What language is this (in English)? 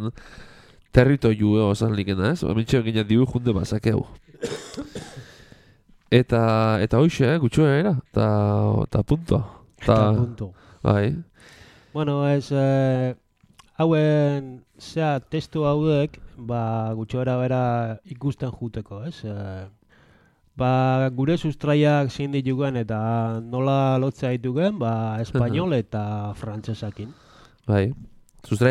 Basque